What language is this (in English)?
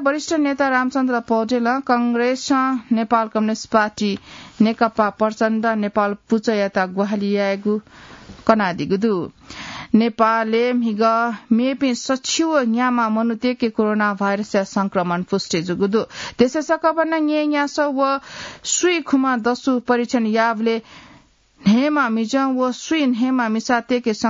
Newari